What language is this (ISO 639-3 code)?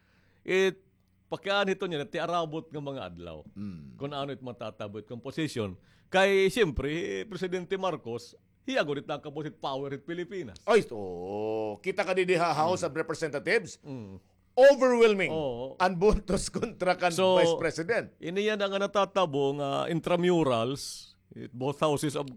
war